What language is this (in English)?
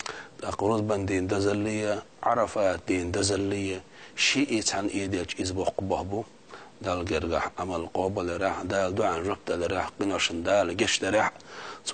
Chechen